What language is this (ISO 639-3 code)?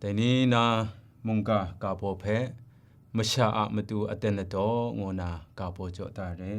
kac